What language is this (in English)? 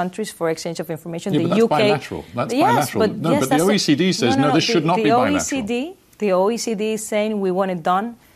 English